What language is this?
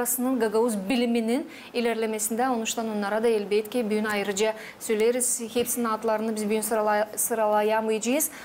Gagauz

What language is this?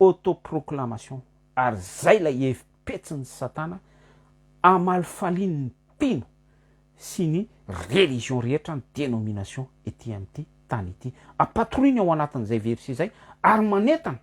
Malagasy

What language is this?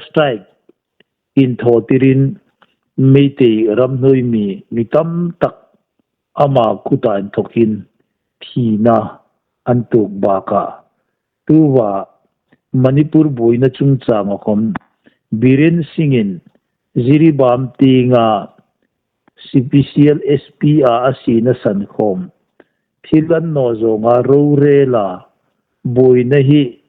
Hmar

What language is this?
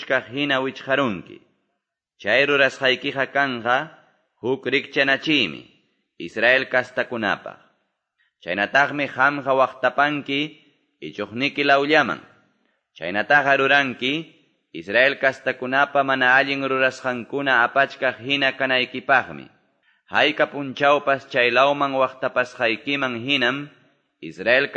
Quechua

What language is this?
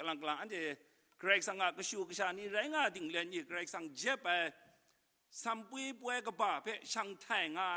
Kachin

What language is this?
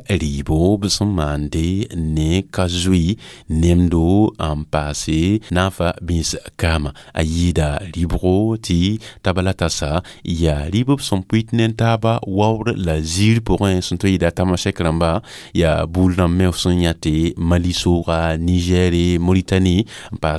Mossi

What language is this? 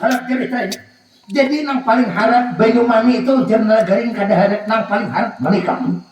Banjar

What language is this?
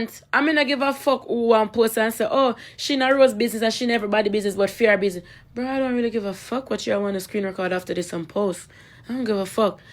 Jamaican Creole English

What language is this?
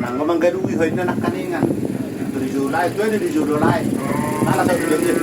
Batak Toba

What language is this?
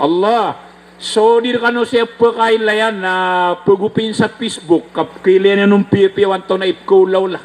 Maranao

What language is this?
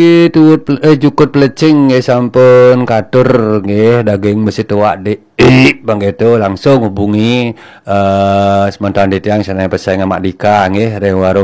Balinese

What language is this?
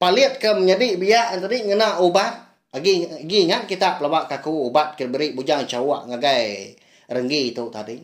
Iban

